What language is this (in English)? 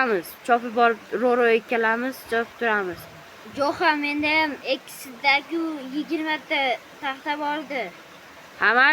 Uzbek